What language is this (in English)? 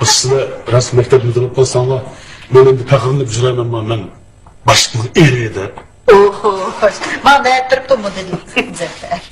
Uyghur